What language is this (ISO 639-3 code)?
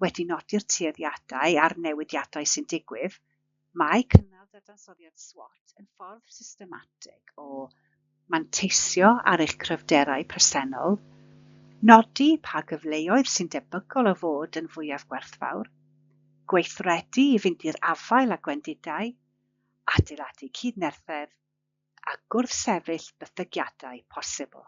cym